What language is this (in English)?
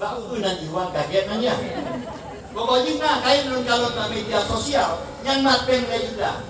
Achinese